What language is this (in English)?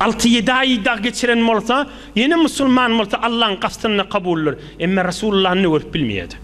Turkmen